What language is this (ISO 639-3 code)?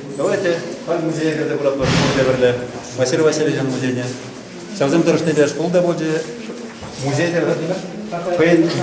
chv